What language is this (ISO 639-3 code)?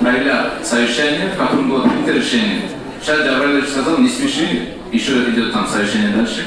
kum